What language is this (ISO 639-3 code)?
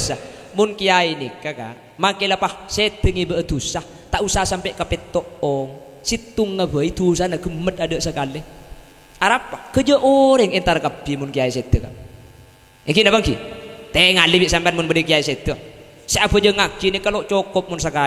mad